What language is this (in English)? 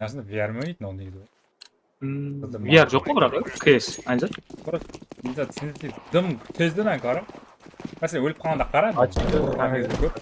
Kara-Kalpak